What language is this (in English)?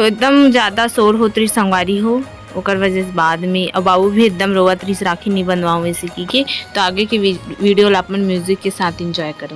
Chhattisgarhi